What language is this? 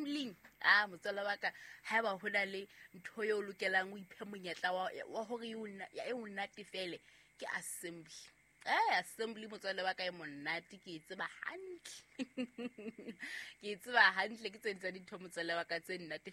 Southern Sotho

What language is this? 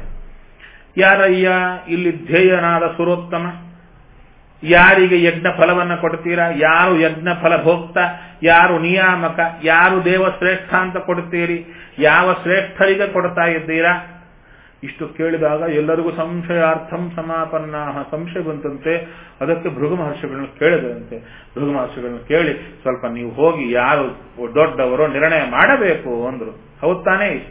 Kannada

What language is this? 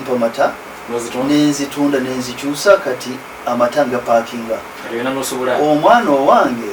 Ganda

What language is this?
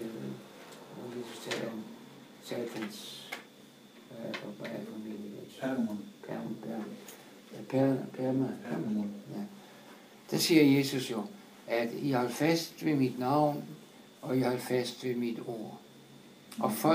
Danish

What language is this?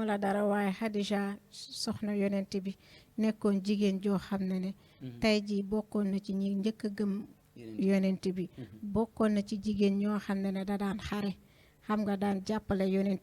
Wolof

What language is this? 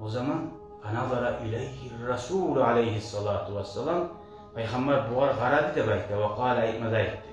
Kumyk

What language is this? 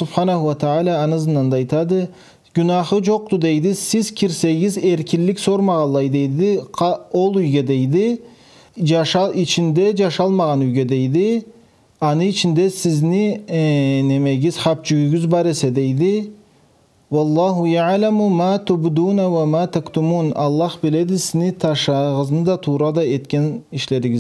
Karachay-Balkar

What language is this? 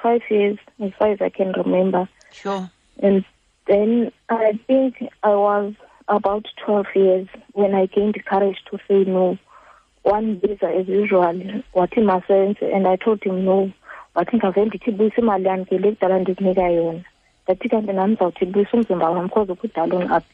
Xhosa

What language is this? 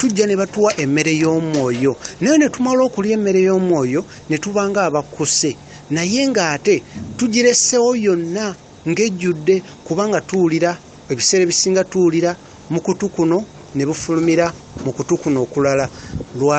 Ganda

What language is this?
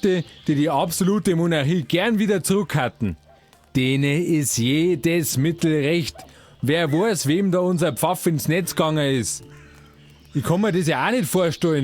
Bavarian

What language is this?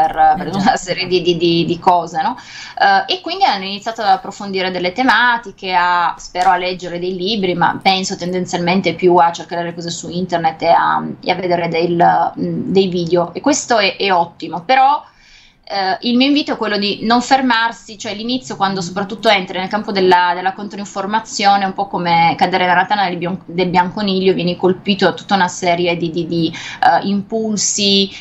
Italian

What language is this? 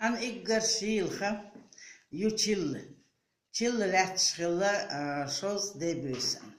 Chechen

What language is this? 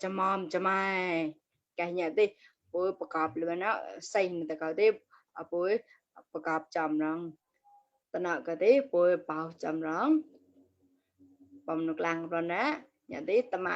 Mon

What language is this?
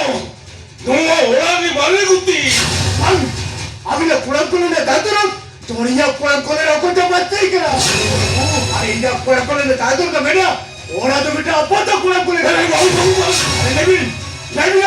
Santali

